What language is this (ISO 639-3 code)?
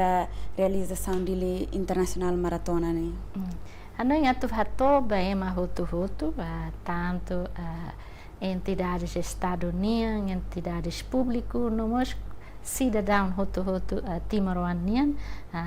tet